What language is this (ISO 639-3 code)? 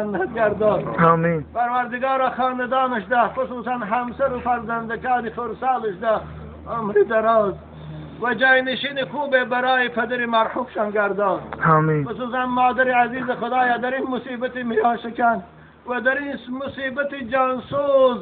tgk